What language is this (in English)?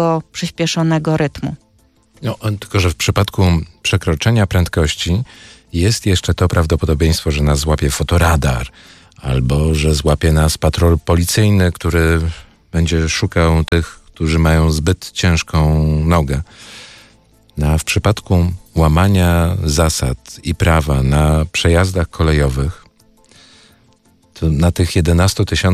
Polish